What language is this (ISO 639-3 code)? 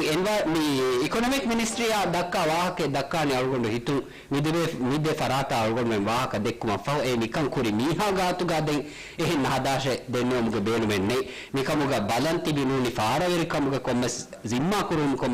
div